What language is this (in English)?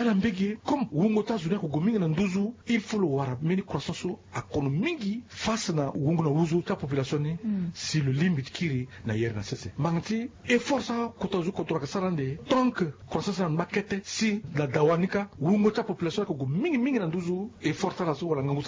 Sango